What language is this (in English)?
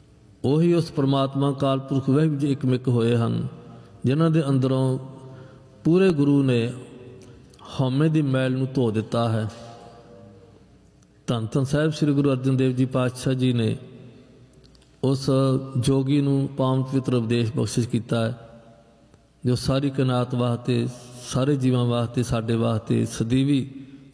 Punjabi